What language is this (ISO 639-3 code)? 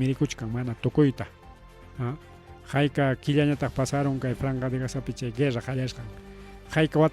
quy